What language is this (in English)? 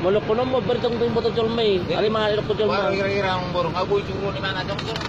Batak Toba